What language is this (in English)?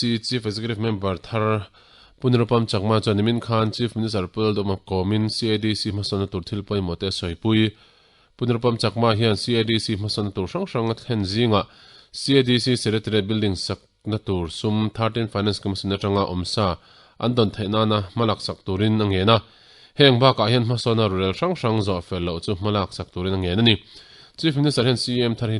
Mizo